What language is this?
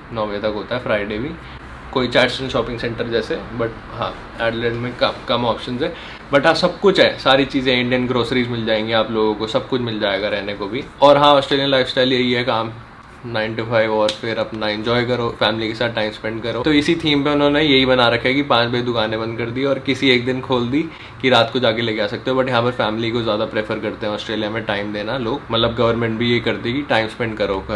Hindi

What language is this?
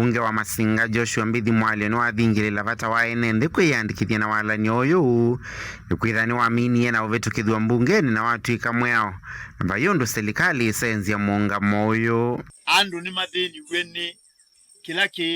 Kamba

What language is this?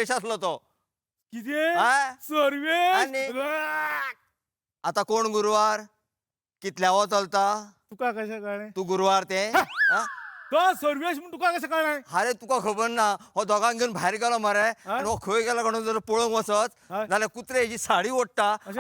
Konkani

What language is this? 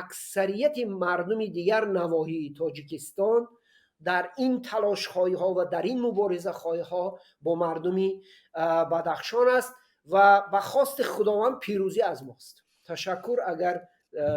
Tajik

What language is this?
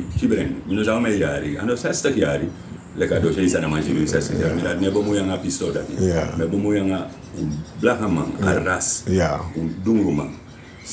Sranan Tongo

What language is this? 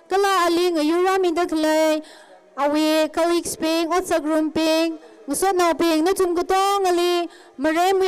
Tangkhul Naga (India)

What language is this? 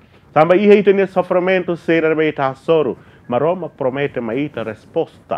Tetum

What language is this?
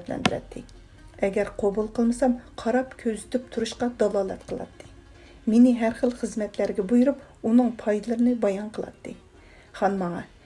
Uyghur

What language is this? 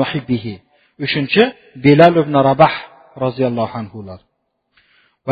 Kazakh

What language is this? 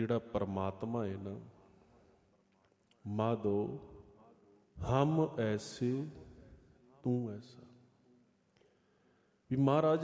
Punjabi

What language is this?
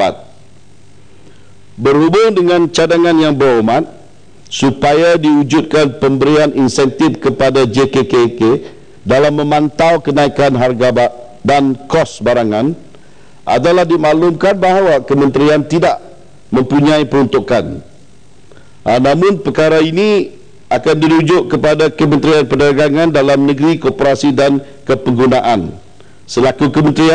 Malay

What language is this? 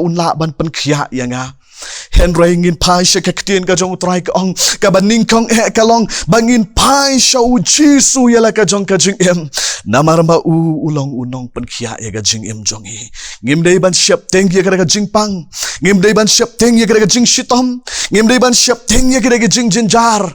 Khasi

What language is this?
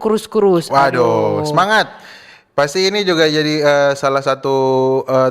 Manado Malay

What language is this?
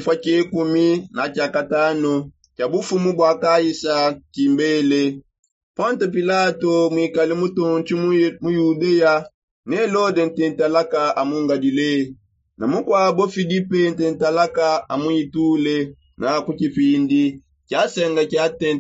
Songe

